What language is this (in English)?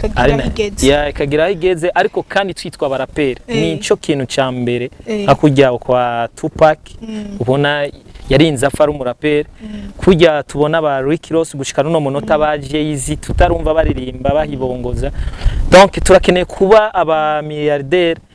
Rundi